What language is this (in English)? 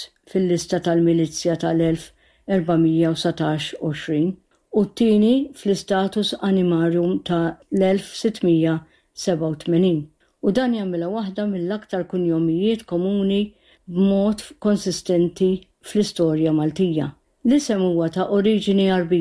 Maltese